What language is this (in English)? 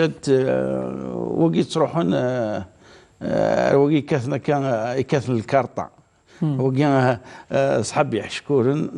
Kabyle